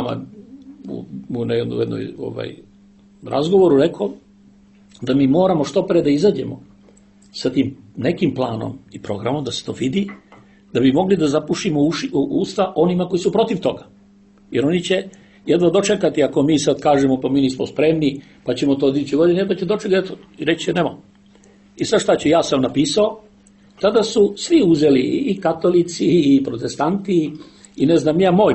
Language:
Serbian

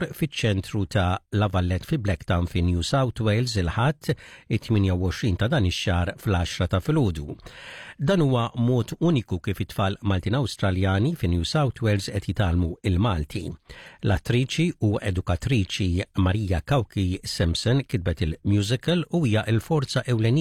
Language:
Maltese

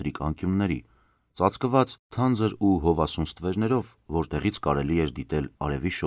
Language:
Armenian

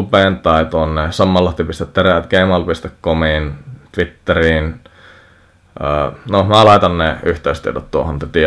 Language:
Finnish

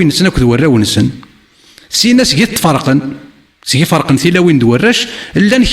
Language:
Kabyle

